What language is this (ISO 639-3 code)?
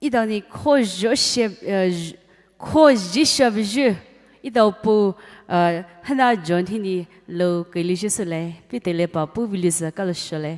pmx